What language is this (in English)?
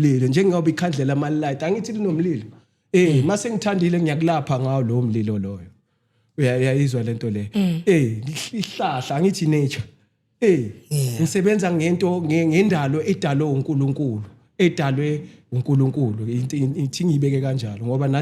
Zulu